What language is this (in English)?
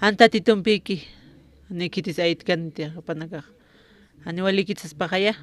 Aymara